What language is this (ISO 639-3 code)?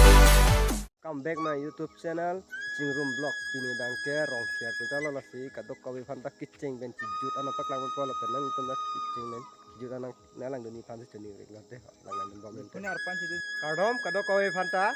mjw